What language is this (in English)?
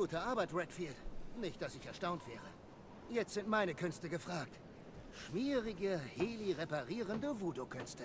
Bavarian